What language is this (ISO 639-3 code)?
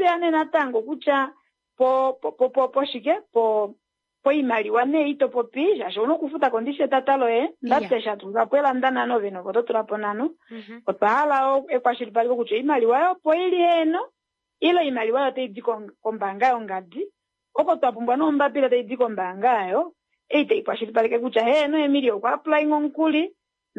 kua